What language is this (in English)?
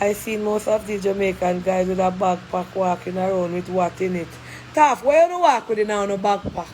Jamaican Creole English